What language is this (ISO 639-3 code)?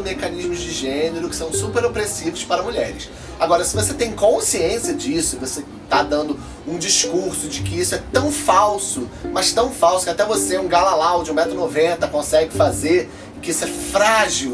por